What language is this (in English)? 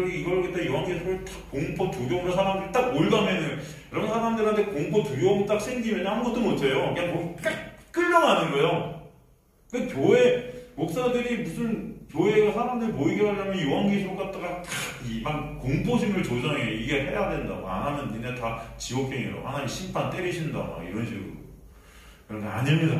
Korean